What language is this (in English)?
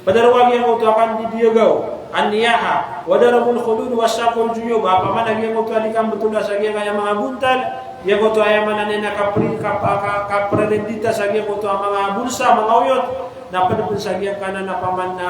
Maranao